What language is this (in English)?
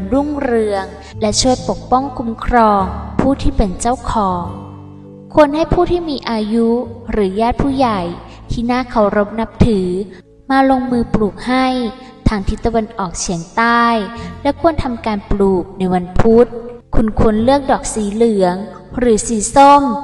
Thai